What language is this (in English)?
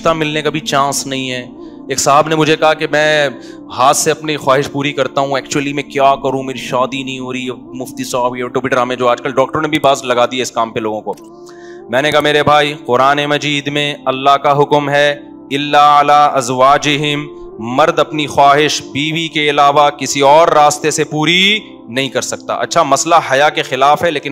Urdu